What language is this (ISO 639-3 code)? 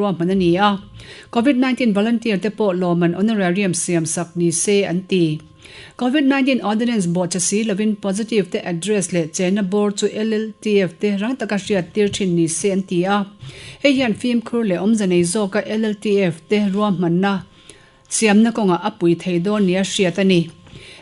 lus